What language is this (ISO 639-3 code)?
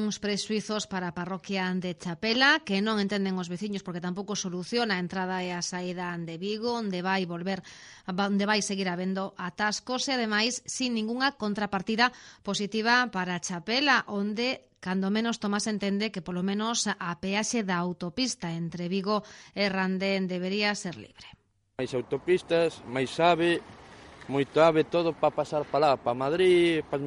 glg